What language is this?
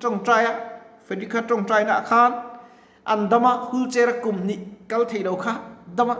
Mizo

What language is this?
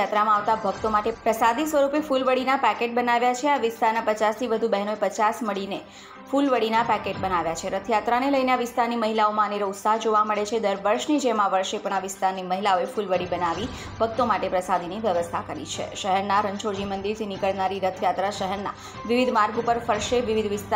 Gujarati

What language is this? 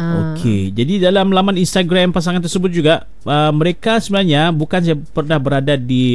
Malay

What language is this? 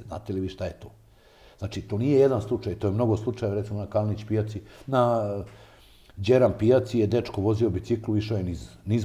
Serbian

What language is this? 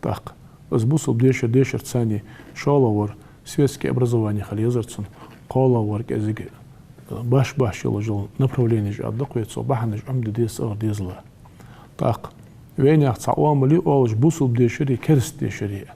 Ingush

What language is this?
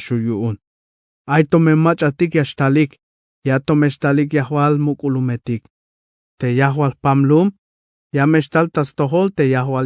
Tzeltal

